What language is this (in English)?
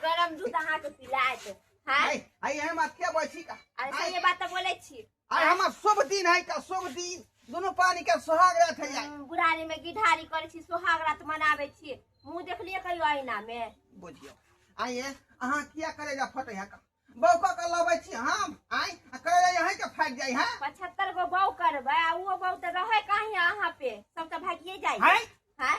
Maithili